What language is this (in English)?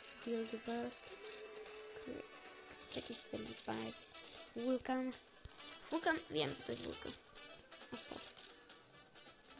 Polish